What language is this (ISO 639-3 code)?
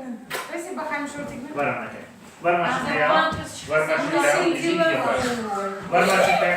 crh